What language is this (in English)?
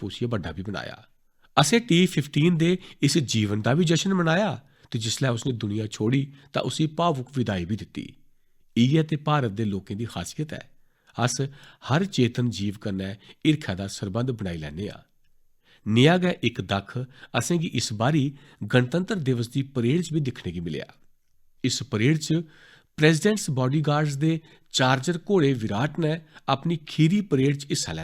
Dogri